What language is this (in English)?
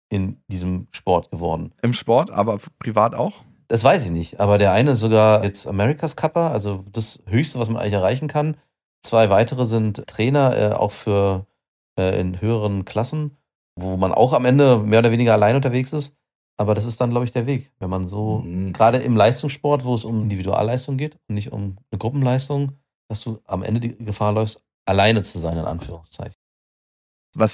German